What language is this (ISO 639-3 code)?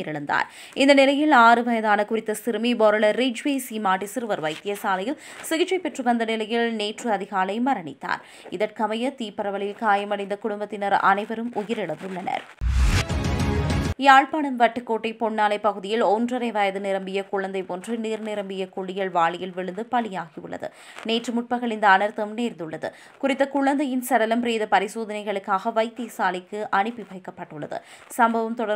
tam